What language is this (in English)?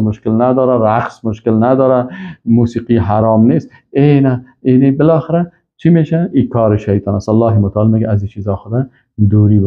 Persian